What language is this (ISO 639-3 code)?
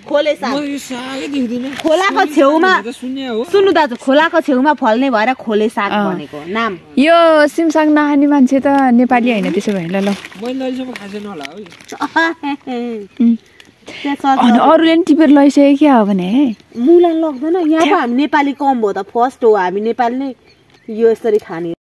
nep